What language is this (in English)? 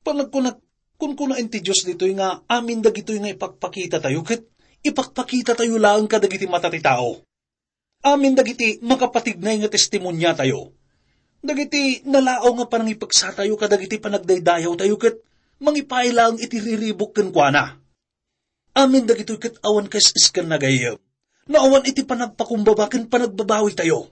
Iloko